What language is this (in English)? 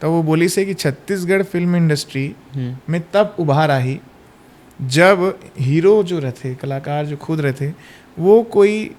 Chhattisgarhi